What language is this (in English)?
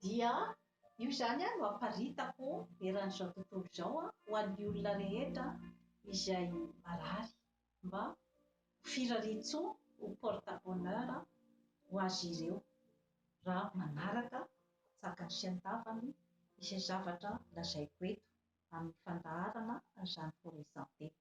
Malagasy